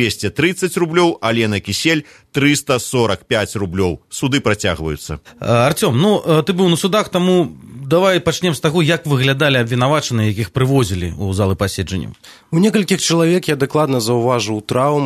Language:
Belarusian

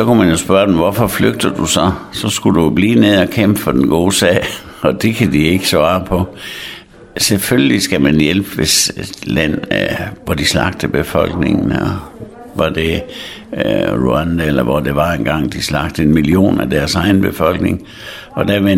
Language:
Danish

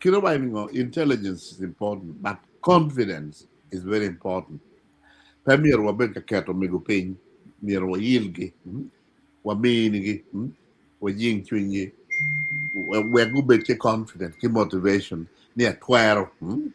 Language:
Acoli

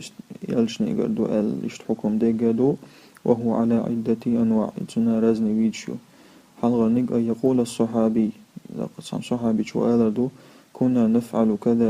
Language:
Chechen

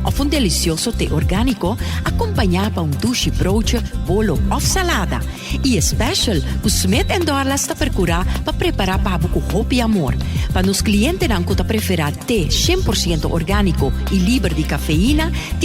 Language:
Papiamento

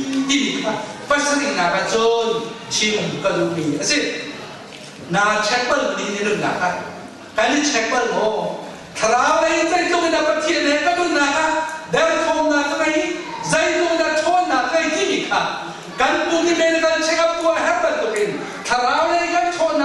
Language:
Hakha Chin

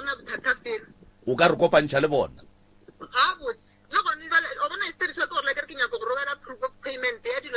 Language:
Northern Sotho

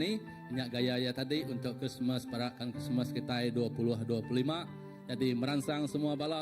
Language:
Iban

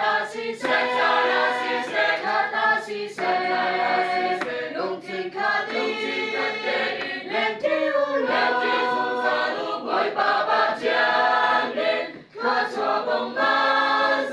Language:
Hakha Chin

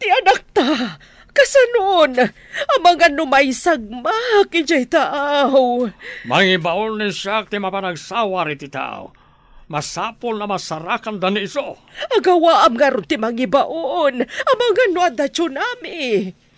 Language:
Iloko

